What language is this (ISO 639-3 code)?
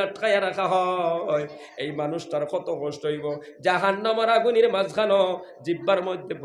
syl